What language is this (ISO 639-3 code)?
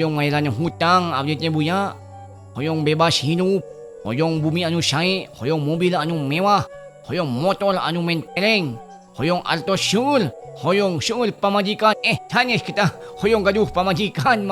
sun